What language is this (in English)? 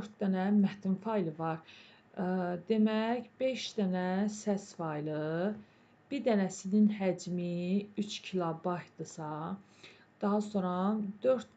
Azerbaijani